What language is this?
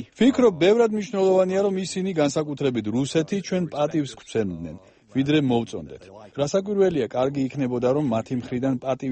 Georgian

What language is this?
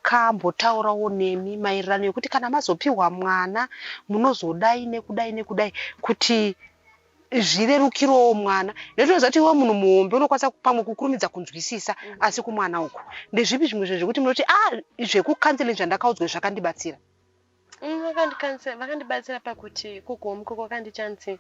Shona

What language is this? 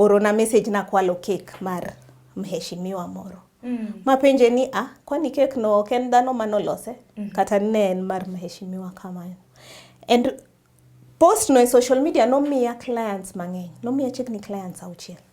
Luo (Kenya and Tanzania)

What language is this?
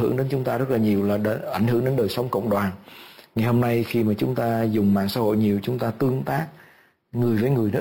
Vietnamese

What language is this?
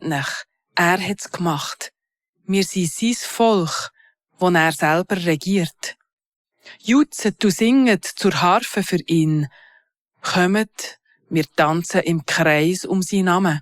Swiss German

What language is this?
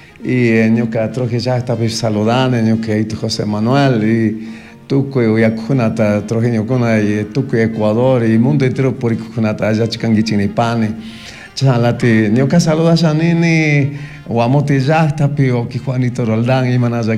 Chimborazo Highland Quichua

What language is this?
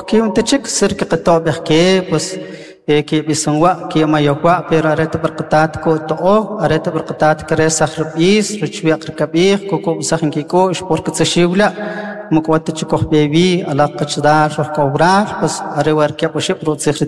Kʼicheʼ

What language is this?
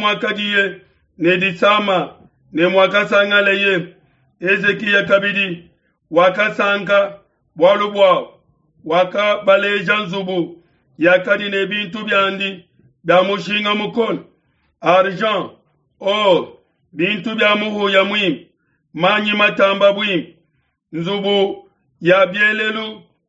Luba-Lulua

